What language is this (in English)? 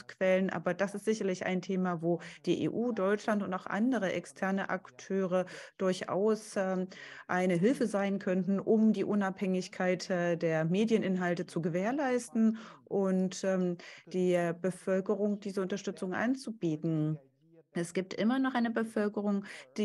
German